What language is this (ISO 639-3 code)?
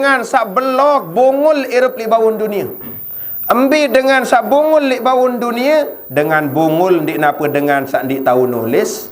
sas